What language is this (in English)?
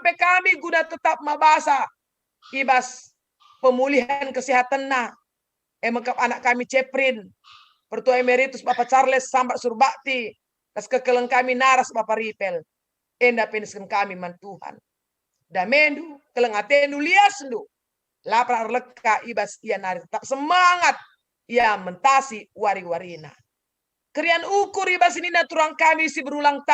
Batak Karo